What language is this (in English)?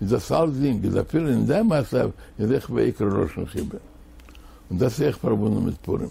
Yiddish